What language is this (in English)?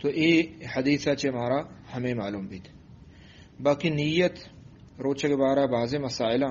Eastern Balochi